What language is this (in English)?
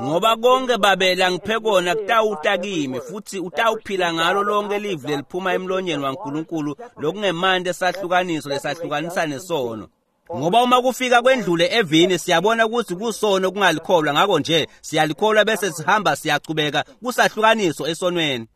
Swati